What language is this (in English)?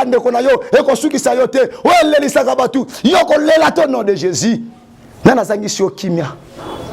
Lingala